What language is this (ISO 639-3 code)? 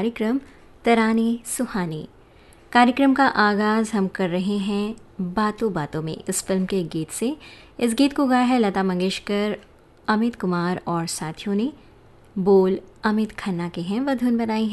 hin